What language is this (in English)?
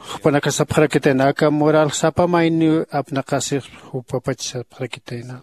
Aymara